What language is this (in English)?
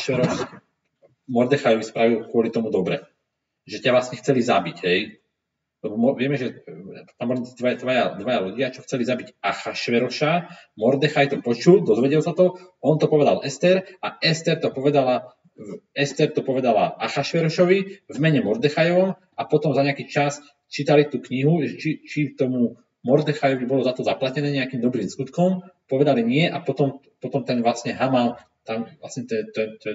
Slovak